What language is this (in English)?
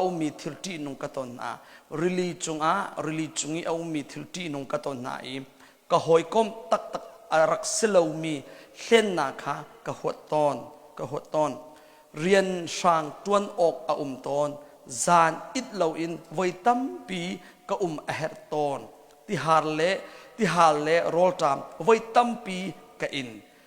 Hakha Chin